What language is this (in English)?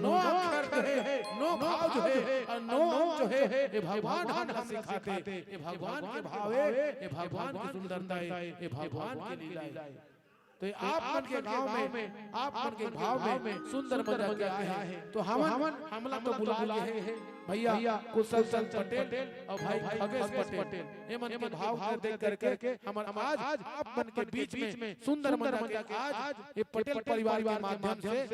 Chhattisgarhi